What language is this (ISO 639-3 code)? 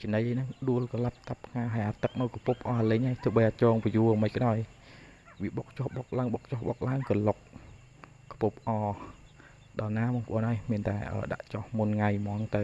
khm